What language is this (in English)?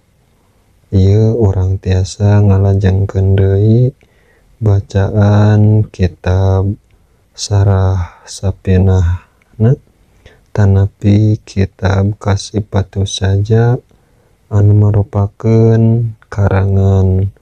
Sundanese